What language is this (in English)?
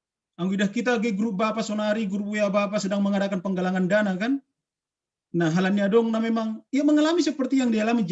Batak Simalungun